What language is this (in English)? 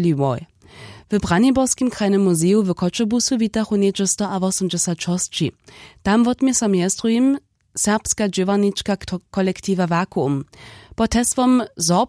Upper Sorbian